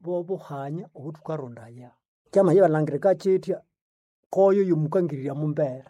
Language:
Nande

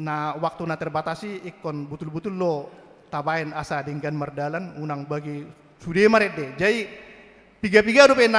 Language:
Batak Toba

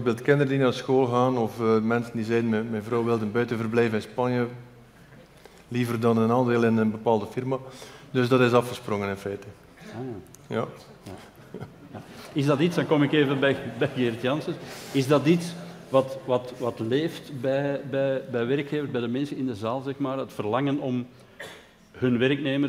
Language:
Dutch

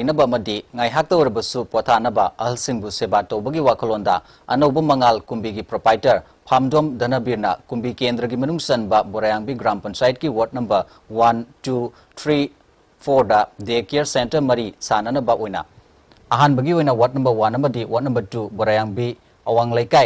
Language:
Manipuri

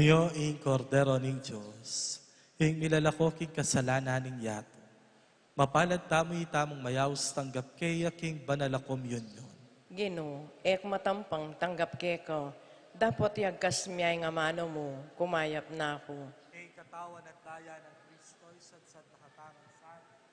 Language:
Pampanga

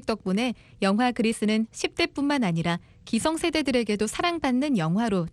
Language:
Korean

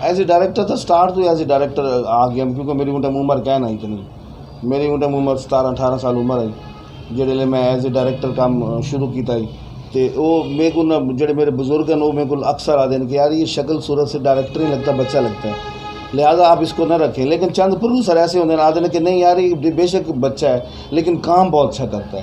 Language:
Saraiki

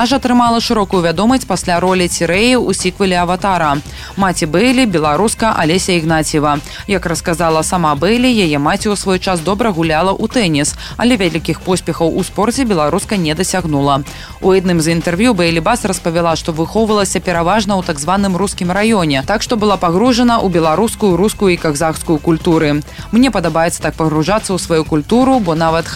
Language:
Belarusian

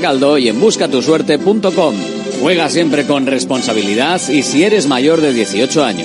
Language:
Spanish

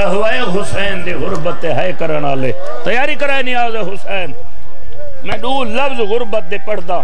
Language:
Saraiki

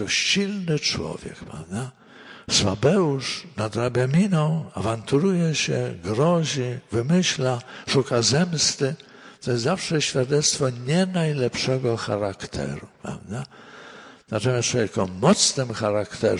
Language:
Polish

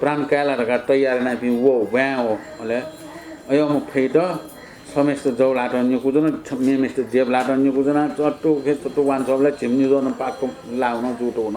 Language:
Newari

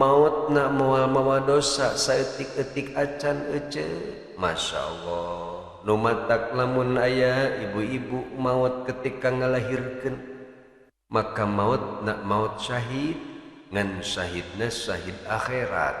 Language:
Sundanese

